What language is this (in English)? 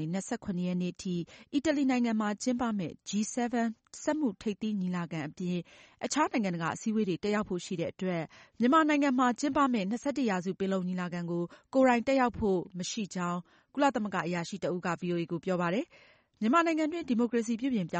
Burmese